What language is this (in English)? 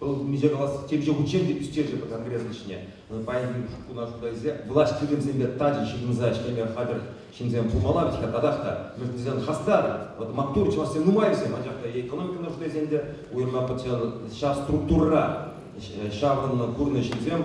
Chuvash